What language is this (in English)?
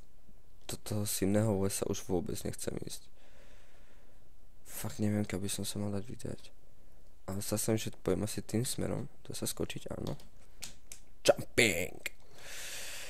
Slovak